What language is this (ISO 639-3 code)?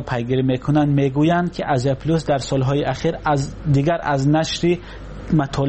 tgk